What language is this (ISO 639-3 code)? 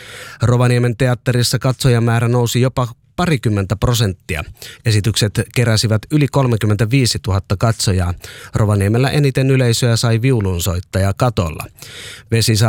fin